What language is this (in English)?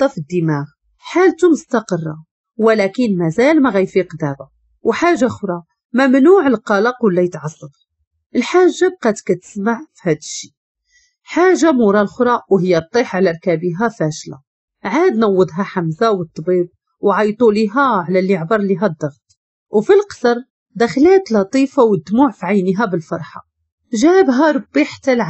Moroccan Arabic